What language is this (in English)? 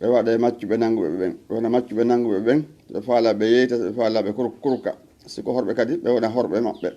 Fula